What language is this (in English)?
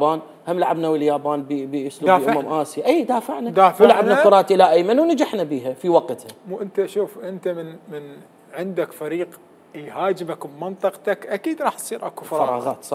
Mesopotamian Arabic